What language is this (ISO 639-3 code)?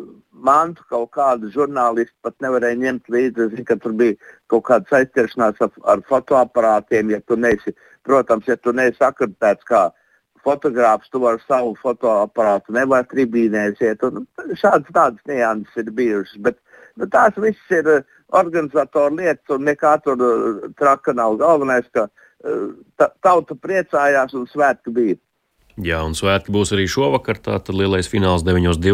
lav